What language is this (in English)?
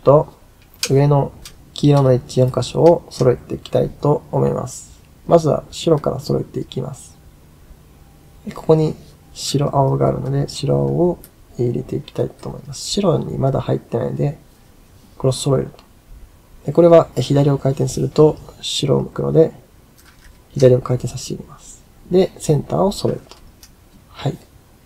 Japanese